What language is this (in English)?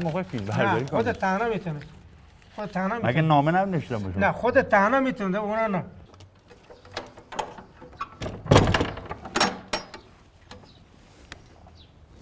Persian